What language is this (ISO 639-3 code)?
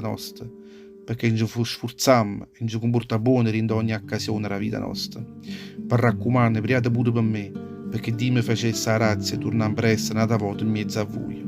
nap